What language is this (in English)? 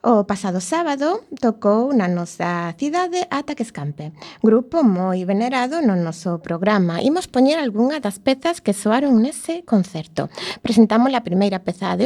Galician